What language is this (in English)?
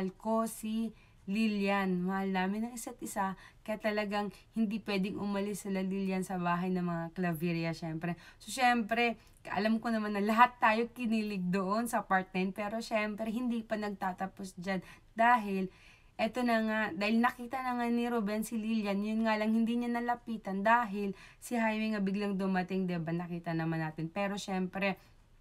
Filipino